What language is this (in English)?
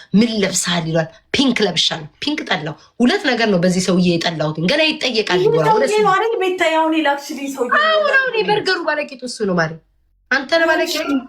Amharic